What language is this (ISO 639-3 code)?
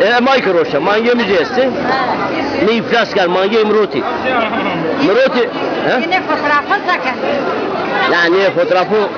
zza